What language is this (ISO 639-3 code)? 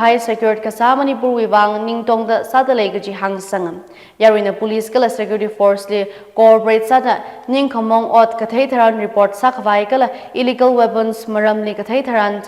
nmf